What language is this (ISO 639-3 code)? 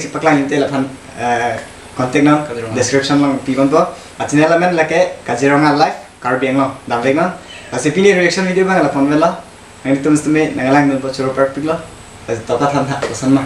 mjw